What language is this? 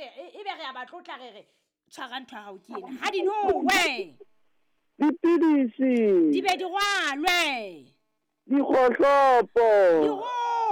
Southern Sotho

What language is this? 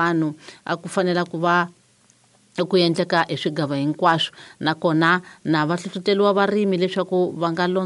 Tsonga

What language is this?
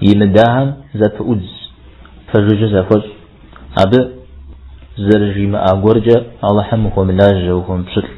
Kabardian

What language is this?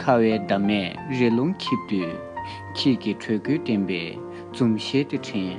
Tibetan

